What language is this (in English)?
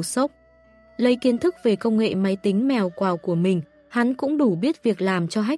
Vietnamese